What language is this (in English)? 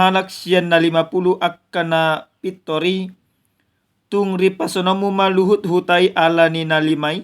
Batak Toba